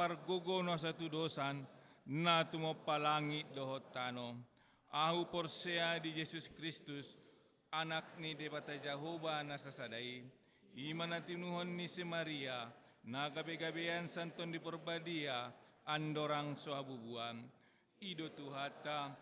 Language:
Batak Toba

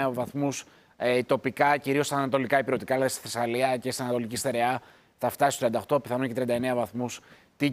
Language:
Greek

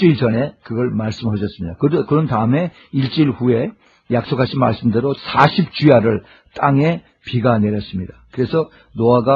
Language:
Korean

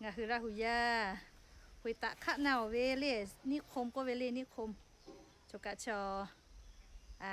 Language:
Lahu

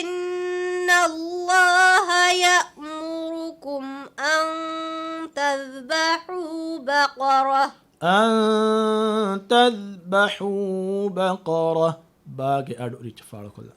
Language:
Divehi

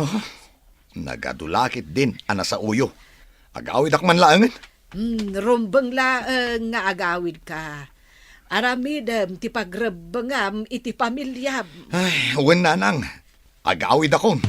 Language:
Iloko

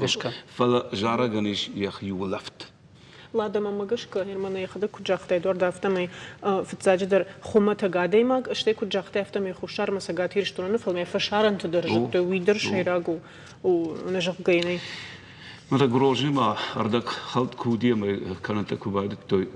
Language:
Ossetic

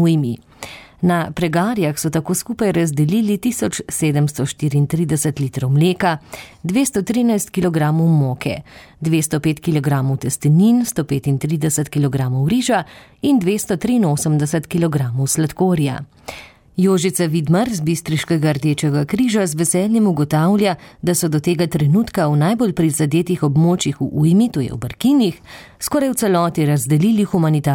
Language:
Slovenian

